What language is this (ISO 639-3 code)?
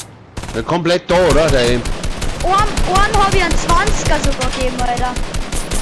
bar